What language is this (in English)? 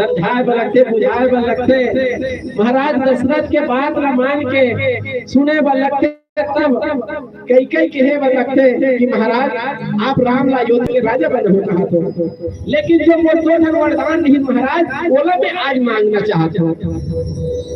Chhattisgarhi